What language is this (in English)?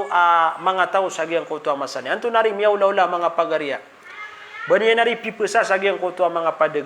Maranao